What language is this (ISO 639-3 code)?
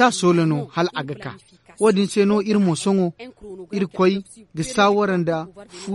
dje